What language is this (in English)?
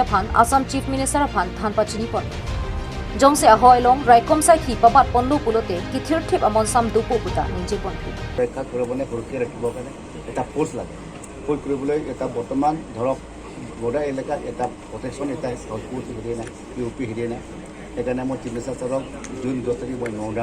Karbi